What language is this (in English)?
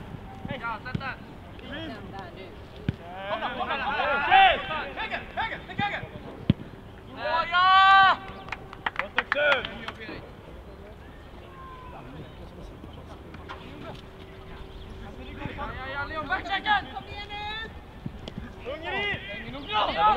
Swedish